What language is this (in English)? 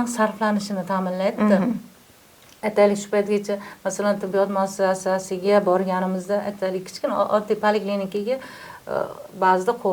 Uzbek